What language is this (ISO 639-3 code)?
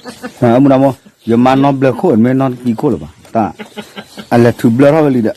ksw